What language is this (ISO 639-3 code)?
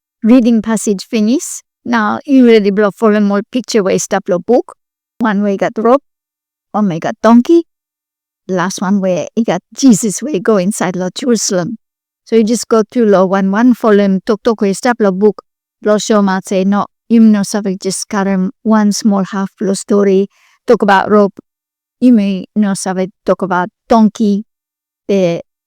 bis